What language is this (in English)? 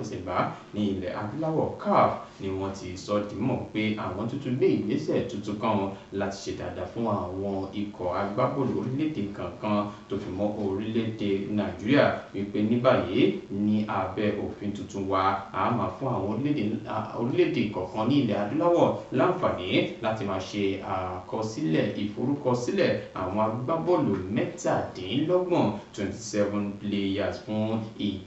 Yoruba